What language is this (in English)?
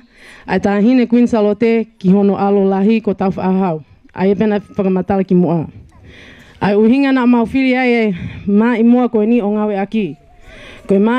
Tongan